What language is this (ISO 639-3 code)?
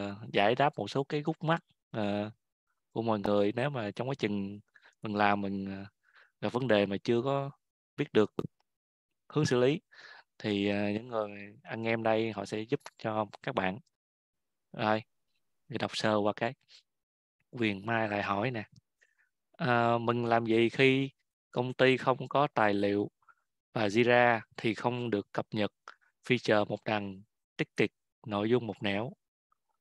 vie